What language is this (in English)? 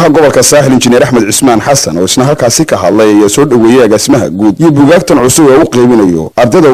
Somali